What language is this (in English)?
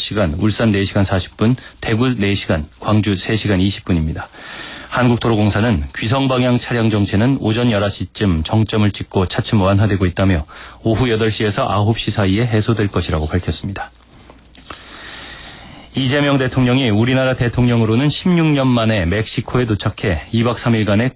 Korean